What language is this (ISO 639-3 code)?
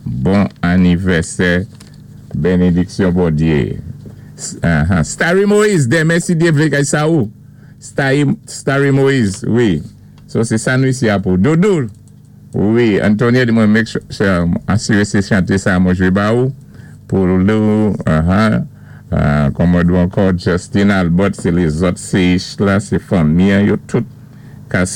acf